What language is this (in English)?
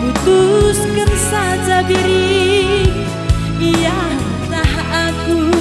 Batak Karo